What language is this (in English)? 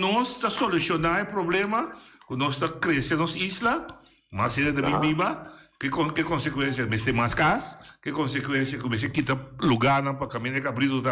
Papiamento